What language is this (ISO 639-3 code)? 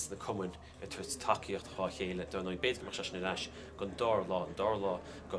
gle